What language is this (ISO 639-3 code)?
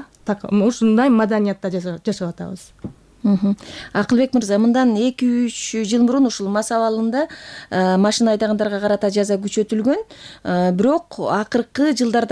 kir